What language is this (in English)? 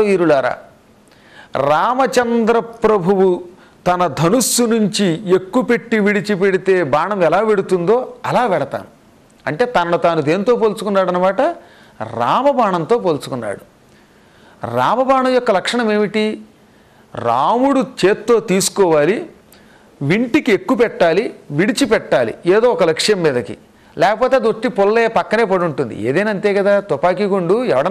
Telugu